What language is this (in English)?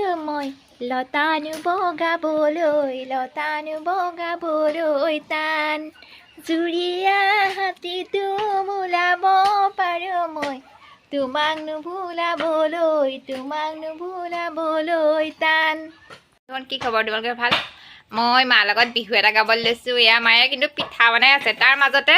Assamese